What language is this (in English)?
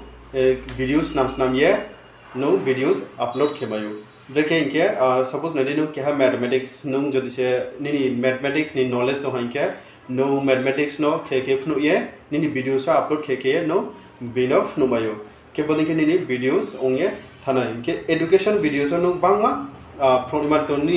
Riang (India)